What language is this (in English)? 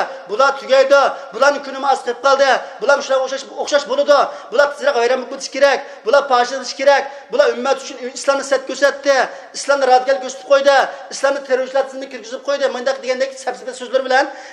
Uyghur